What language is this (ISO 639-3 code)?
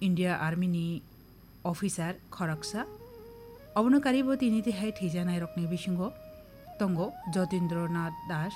trp